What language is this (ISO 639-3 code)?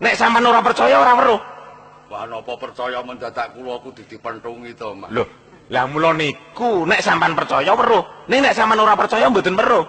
jav